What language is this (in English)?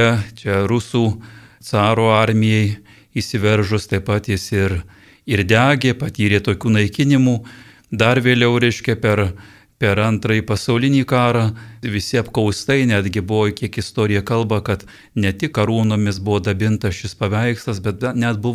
Lithuanian